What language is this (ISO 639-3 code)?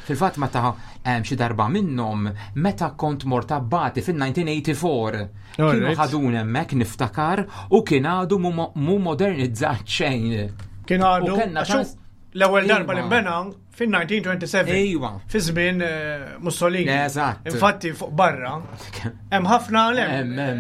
mlt